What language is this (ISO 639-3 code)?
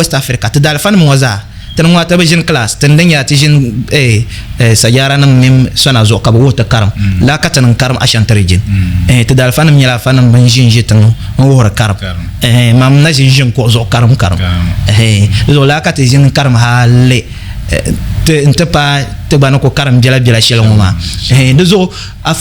dag